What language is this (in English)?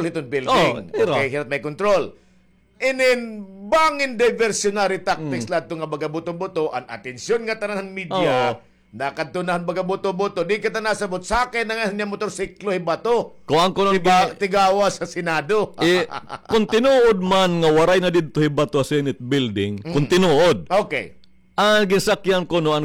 Waray